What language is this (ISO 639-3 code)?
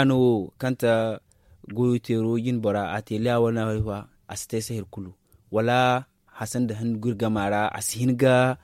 dje